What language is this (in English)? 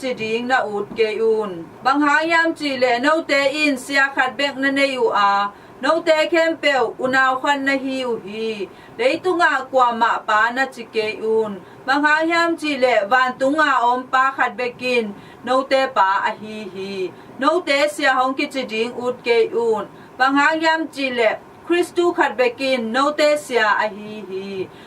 Tedim Chin